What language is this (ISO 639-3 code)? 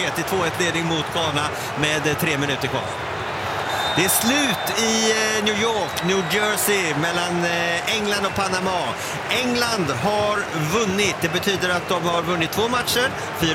swe